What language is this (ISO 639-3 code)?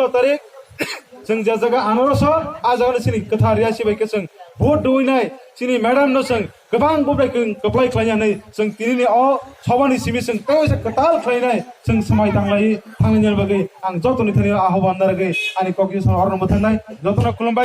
trp